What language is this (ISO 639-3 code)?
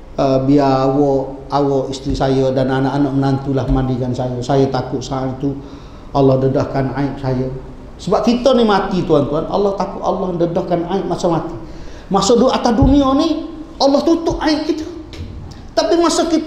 msa